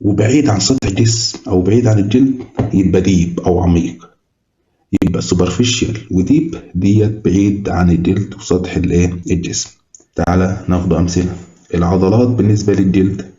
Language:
Egyptian Arabic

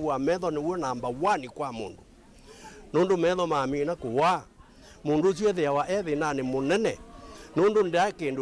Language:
Kamba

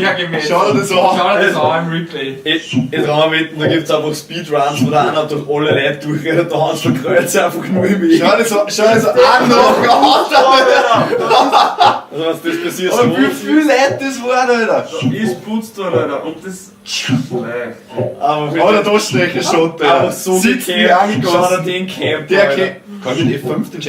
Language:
Bavarian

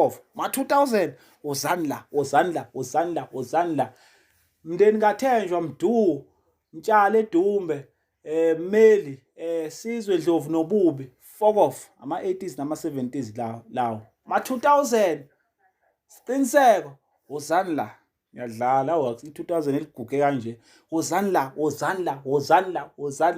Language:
Zulu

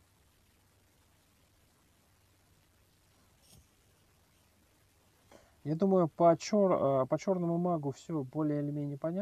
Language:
Russian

